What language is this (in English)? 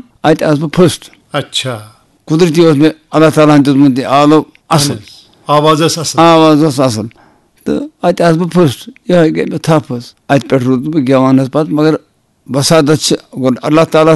Kashmiri